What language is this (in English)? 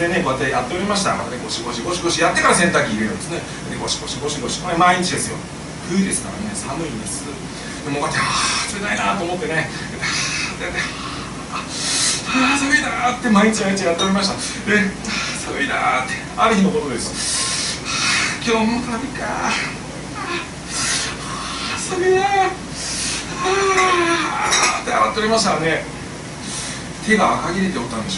Japanese